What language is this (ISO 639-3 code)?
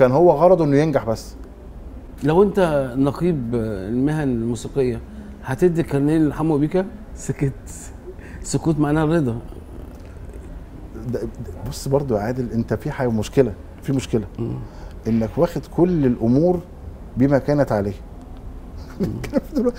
arz